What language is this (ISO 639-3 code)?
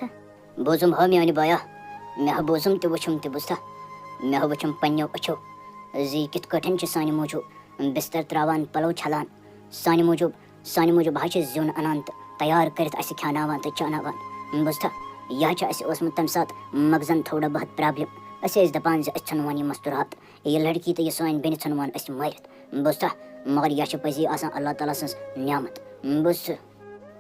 kas